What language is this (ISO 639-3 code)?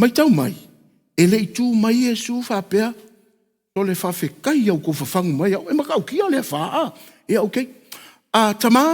smo